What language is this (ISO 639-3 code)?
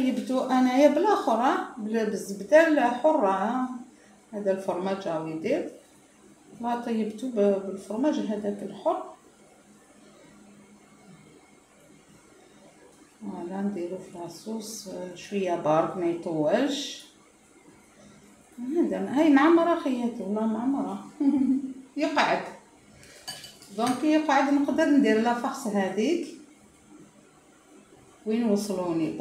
arq